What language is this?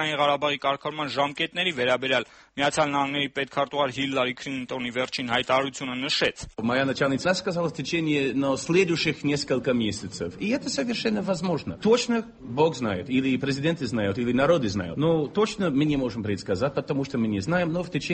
Armenian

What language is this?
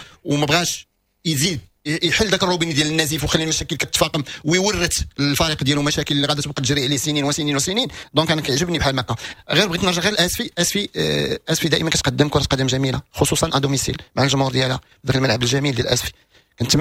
Moroccan Arabic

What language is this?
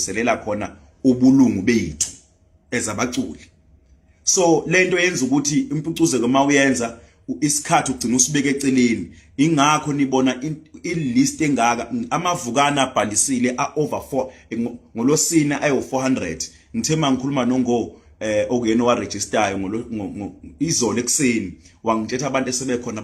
Zulu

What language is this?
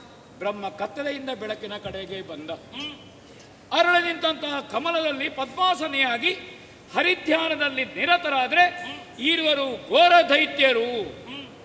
Kannada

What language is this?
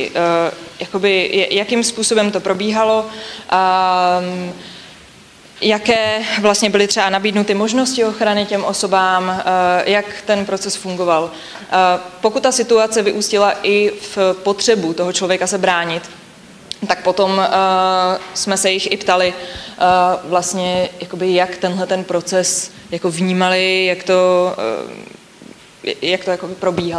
Czech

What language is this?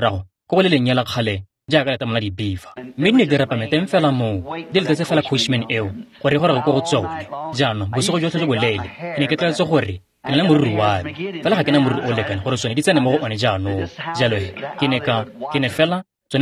Tswana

